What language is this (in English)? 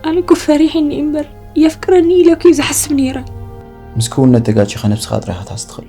Tigrinya